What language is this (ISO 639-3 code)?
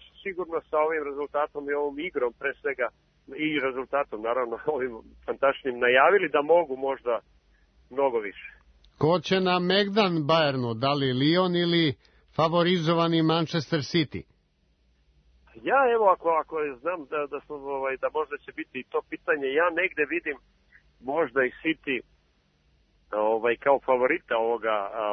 srp